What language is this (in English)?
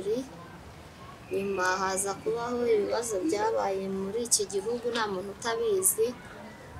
Kinyarwanda